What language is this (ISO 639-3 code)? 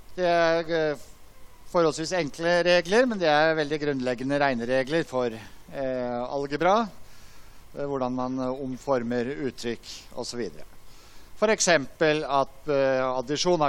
nor